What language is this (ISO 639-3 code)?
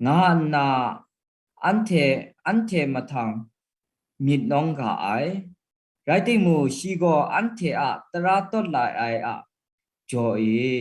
kac